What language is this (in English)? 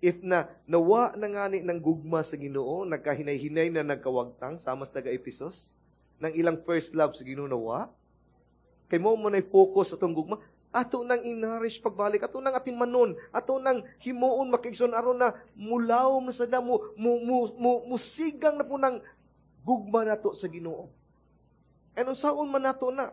Cebuano